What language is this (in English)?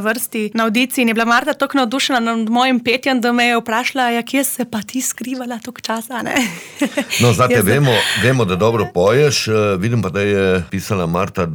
Slovenian